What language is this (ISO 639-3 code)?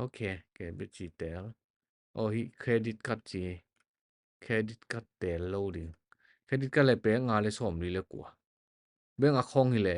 ctd